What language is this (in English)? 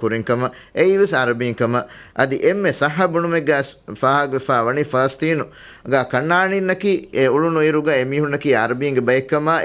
Divehi